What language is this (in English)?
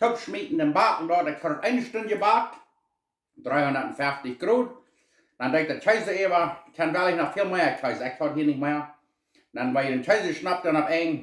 Plautdietsch